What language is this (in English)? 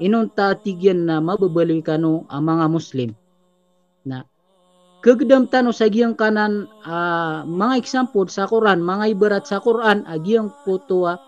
Maranao